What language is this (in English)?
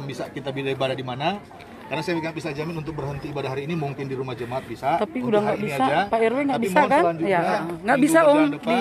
Indonesian